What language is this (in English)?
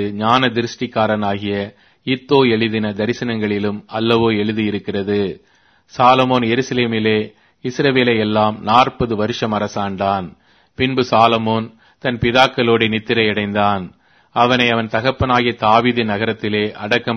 Tamil